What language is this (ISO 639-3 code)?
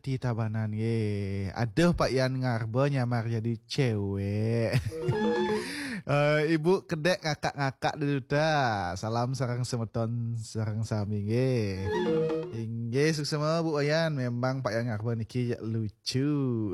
ban